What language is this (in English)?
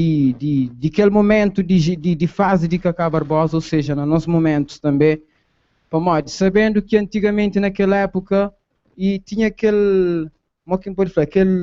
Kabuverdianu